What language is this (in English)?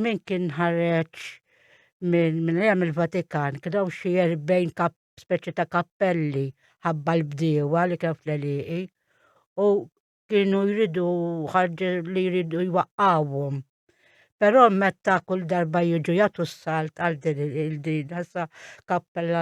Maltese